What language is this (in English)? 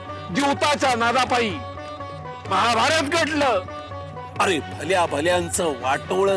Marathi